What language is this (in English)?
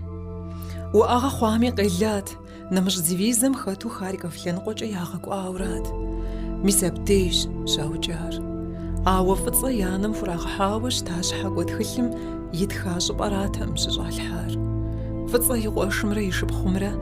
Kabardian